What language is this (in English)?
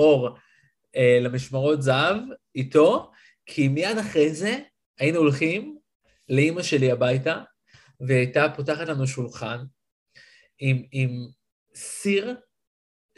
Hebrew